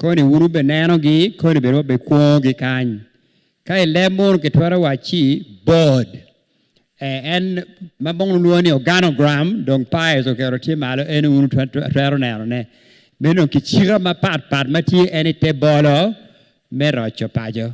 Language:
Acoli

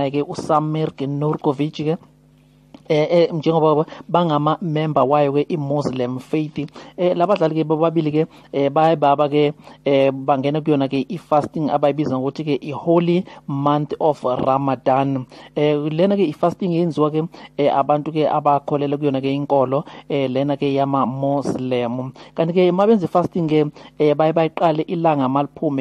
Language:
Zulu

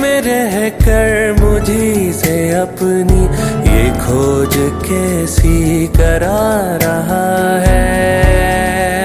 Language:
Hindi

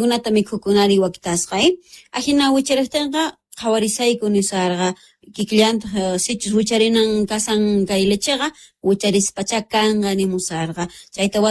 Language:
South Bolivian Quechua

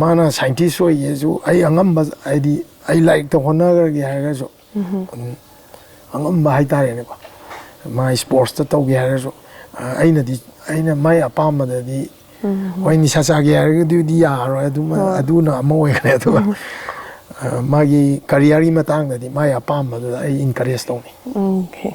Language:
Manipuri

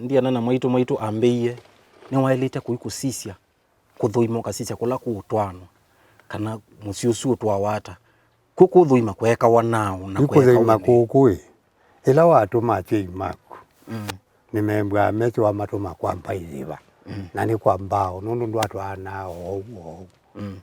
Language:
Kamba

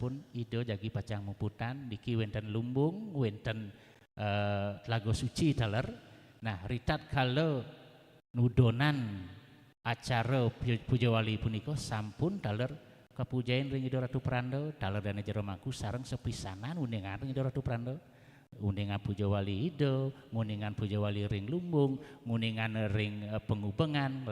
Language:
Balinese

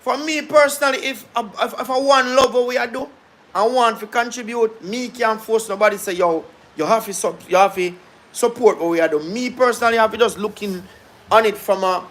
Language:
Jamaican Creole English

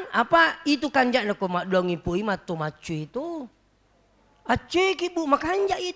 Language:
Buginese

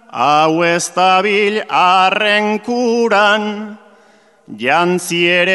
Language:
Basque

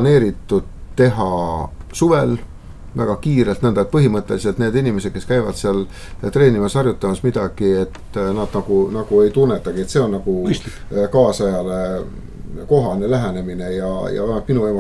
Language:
Estonian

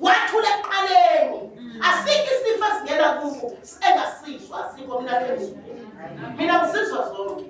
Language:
Zulu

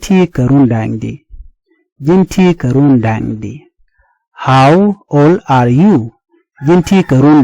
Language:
Nuer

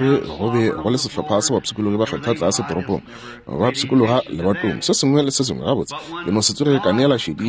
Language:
Northern Sotho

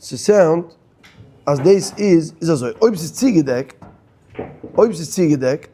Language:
Yiddish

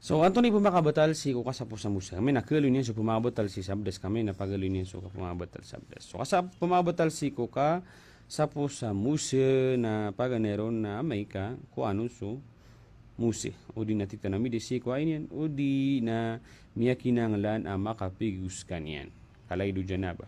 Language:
Maranao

